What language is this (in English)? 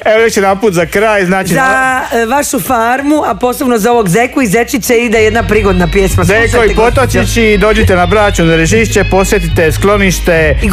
Croatian